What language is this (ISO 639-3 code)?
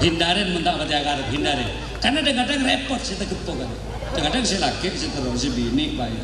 mad